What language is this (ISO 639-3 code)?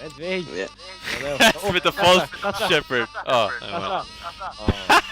fao